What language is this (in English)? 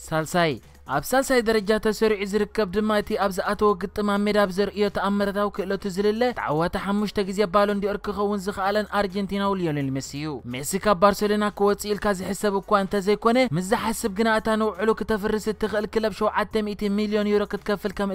Tigrinya